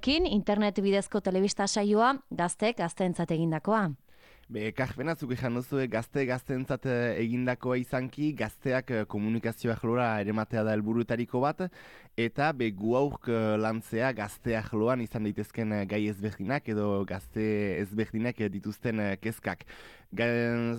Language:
Basque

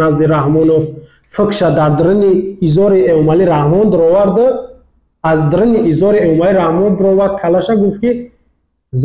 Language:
Tajik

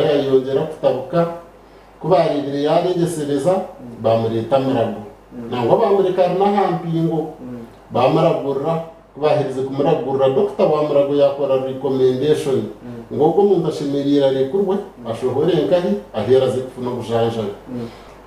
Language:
Nyankole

